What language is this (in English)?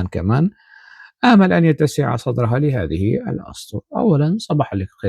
North Levantine Arabic